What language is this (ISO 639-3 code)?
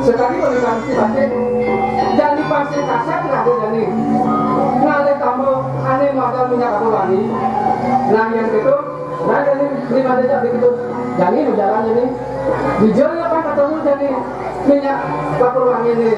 ban